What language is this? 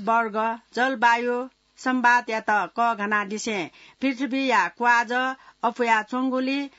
Newari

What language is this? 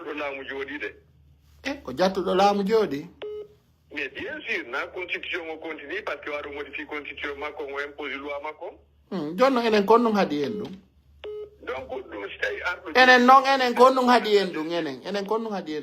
Pular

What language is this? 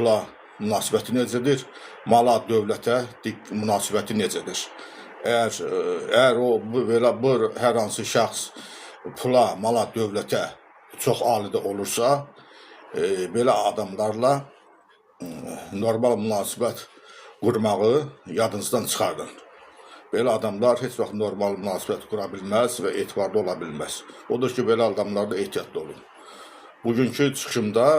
Azerbaijani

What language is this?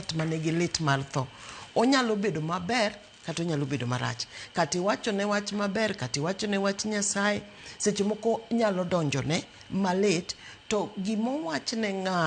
Luo (Kenya and Tanzania)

